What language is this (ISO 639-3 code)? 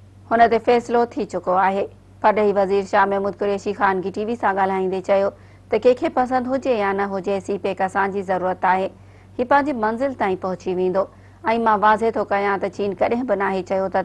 snd